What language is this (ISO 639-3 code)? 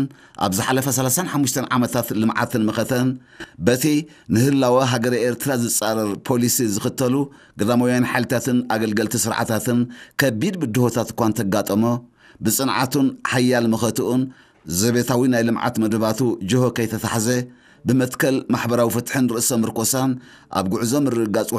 tir